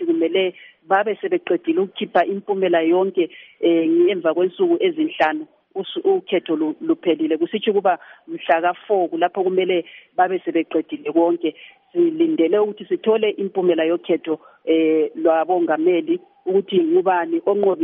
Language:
North Ndebele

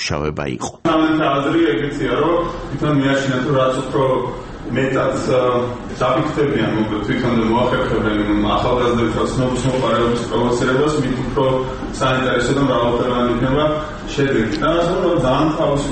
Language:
Georgian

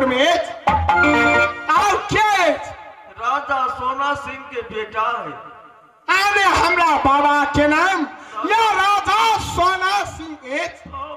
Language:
Maithili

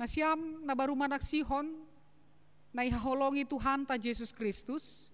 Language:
Batak Simalungun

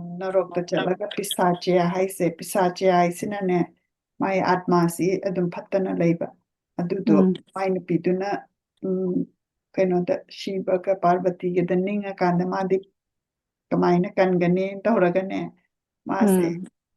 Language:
Manipuri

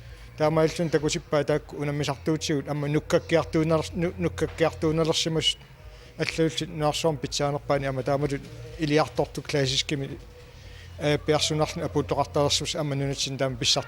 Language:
Kalaallisut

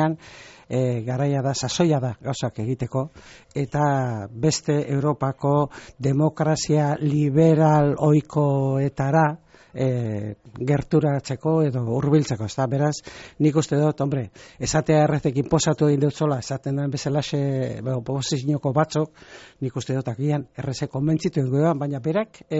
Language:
Basque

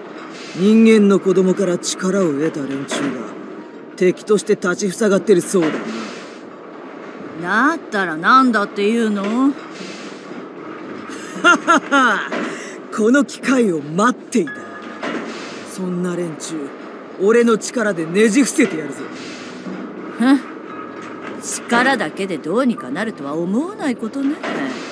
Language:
Japanese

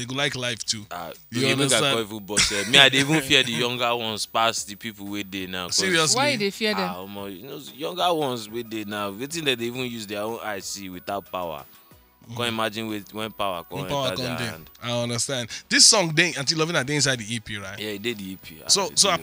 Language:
Nigerian Pidgin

